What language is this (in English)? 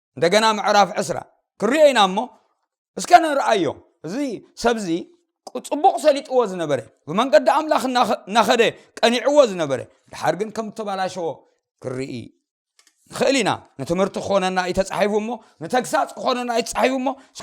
Tigrinya